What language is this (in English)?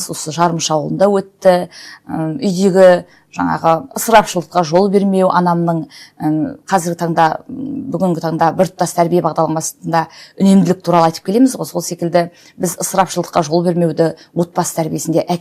Kazakh